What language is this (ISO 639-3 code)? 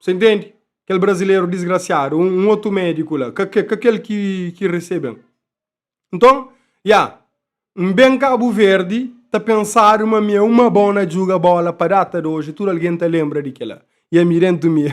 kea